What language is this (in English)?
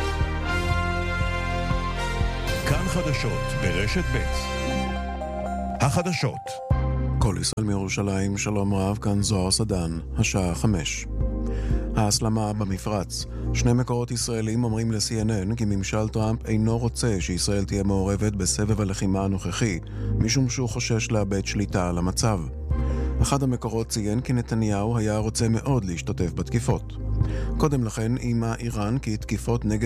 Hebrew